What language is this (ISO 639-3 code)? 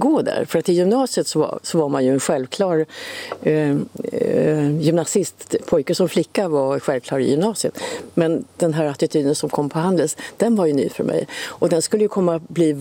swe